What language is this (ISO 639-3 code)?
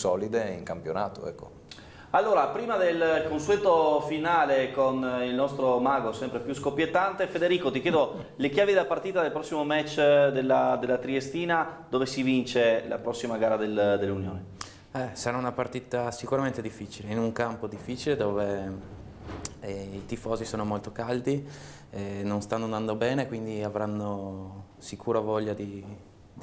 ita